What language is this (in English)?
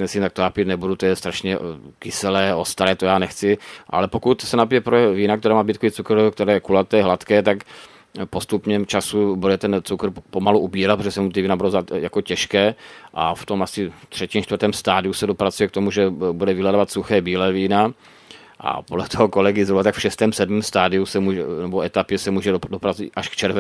Czech